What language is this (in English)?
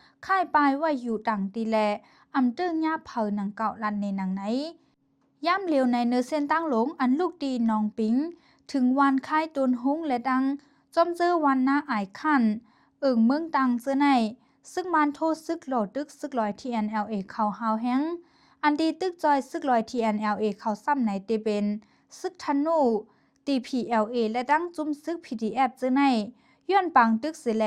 Shan